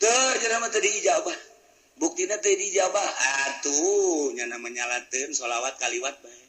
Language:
Sundanese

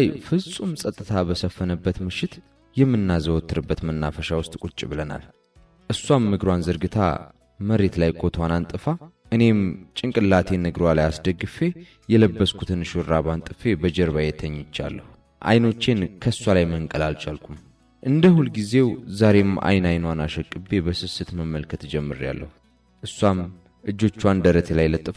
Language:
Amharic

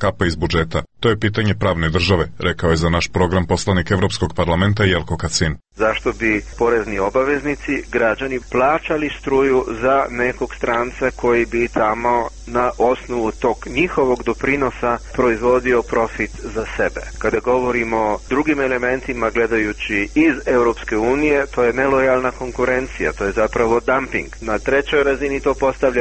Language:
Croatian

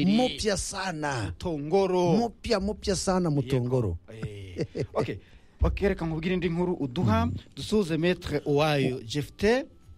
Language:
Kinyarwanda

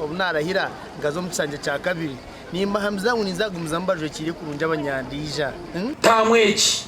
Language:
Nyankole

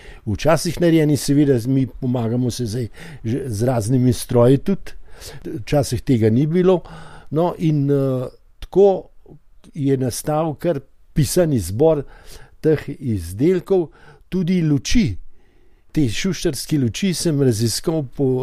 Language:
Slovenian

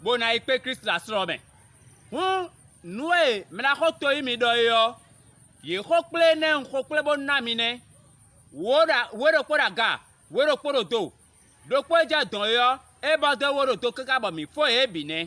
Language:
Fon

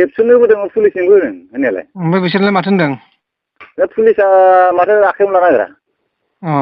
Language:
Bodo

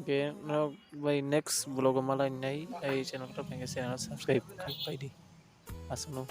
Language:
Kok Borok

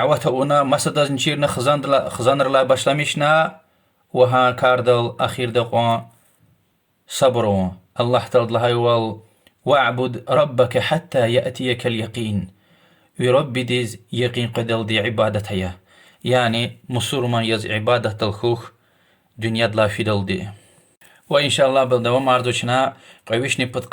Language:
Lezghian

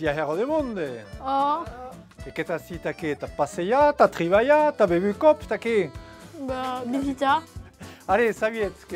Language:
Occitan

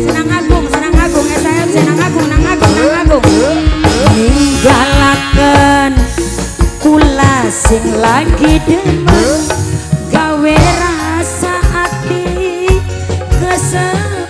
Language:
Javanese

